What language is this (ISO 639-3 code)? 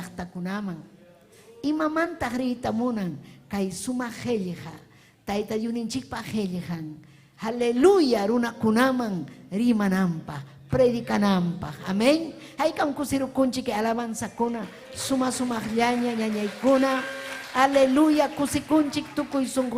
quy